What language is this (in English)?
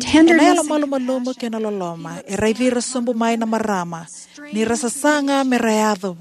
Fijian